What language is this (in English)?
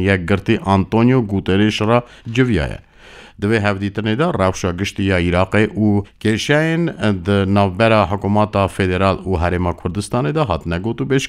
Kurdish